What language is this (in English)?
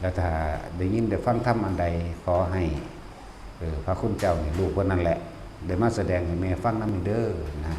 Lao